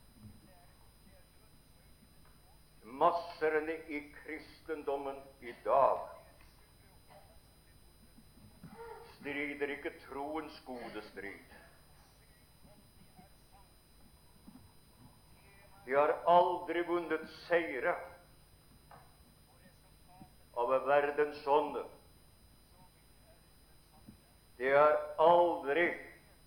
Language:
Norwegian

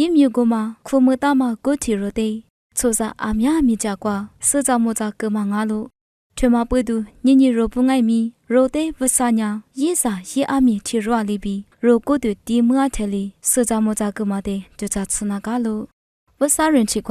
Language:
Lisu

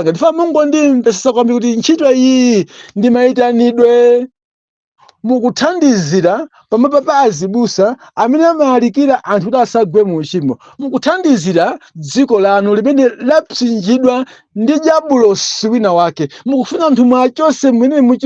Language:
Nyanja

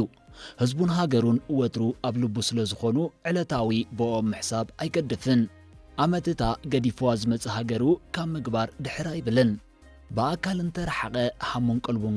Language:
Tigrinya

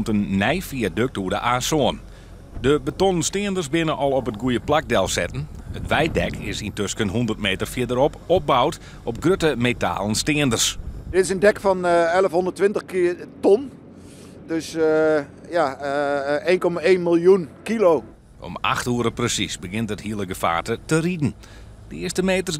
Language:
Western Frisian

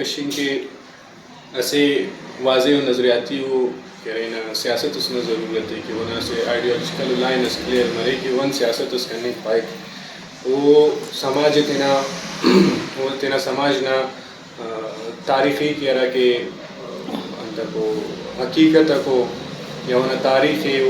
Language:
Brahui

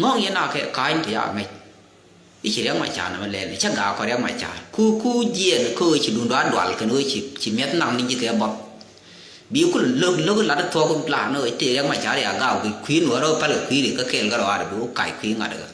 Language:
Nuer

